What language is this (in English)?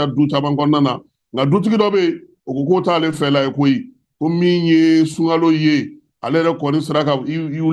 Bambara